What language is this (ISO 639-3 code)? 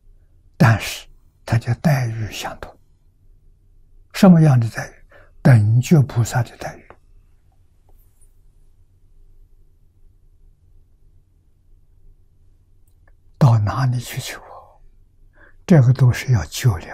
zho